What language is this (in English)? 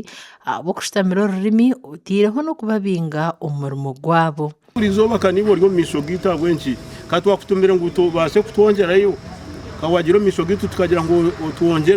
Nyankole